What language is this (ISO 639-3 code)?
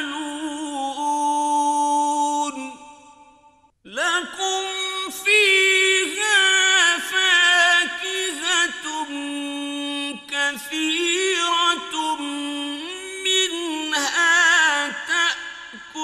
ara